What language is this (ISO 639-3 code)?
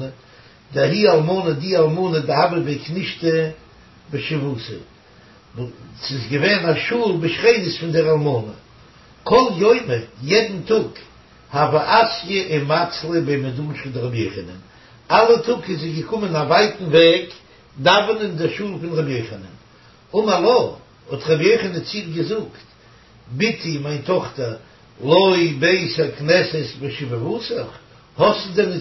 yid